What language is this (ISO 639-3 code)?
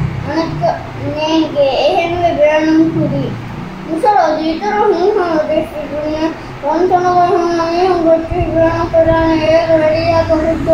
div